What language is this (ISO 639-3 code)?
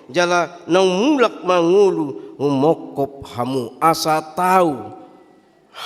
bbc